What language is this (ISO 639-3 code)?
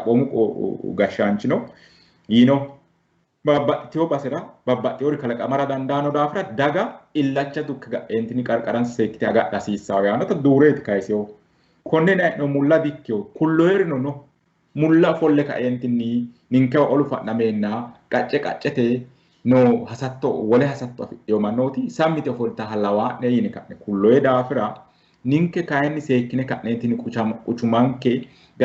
sid